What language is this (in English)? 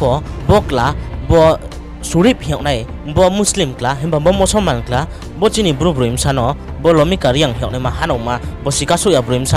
Riang (India)